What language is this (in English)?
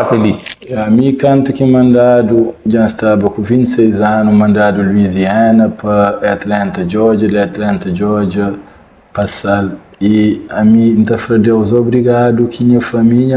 Kabuverdianu